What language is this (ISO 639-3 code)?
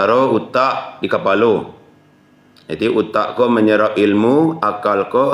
min